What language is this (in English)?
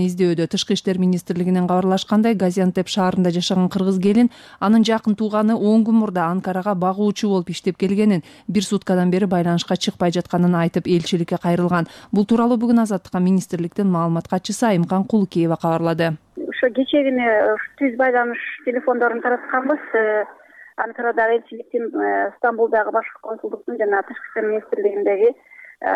Kyrgyz